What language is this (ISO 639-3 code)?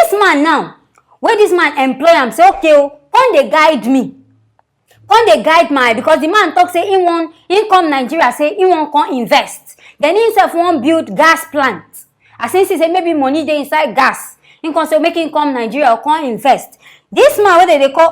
pcm